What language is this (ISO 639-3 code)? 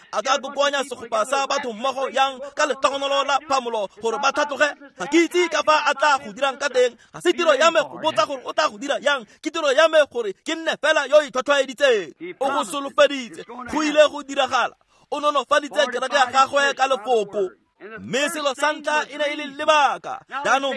tsn